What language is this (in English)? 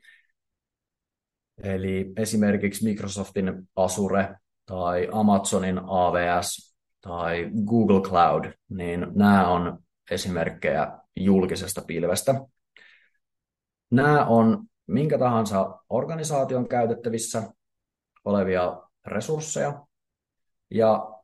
Finnish